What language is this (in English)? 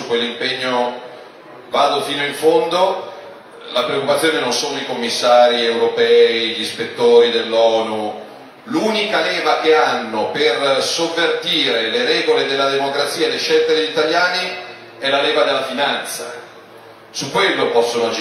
Italian